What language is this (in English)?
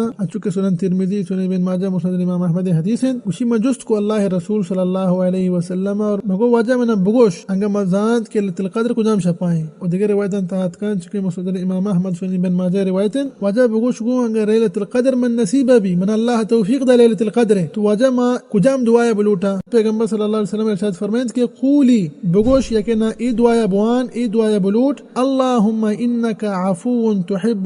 Baluchi